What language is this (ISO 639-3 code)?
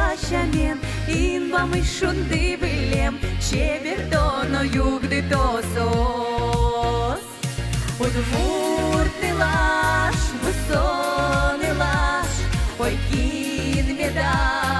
udm